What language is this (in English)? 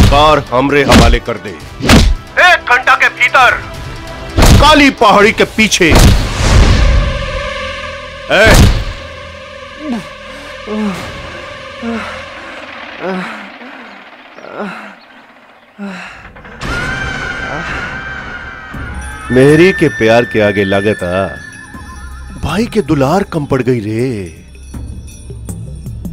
Bhojpuri